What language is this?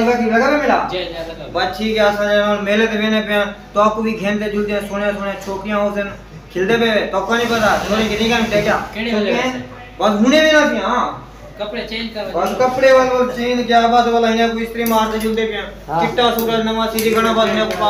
Saraiki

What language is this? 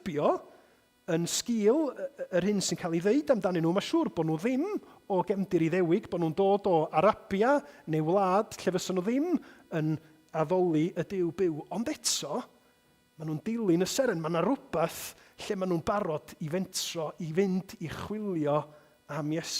Welsh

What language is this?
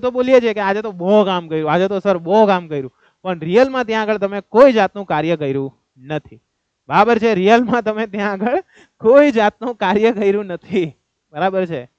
Gujarati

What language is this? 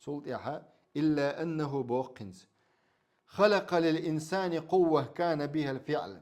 Chechen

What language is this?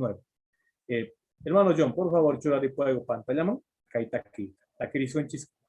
Quechua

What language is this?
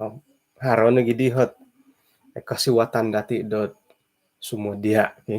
Central Dusun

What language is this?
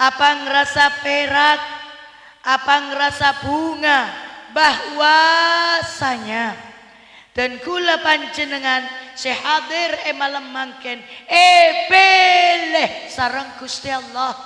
Madurese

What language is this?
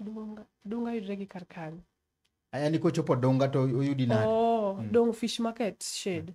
Luo (Kenya and Tanzania)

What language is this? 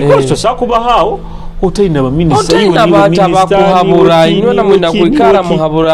Nyoro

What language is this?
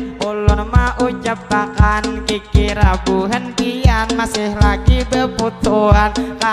Banjar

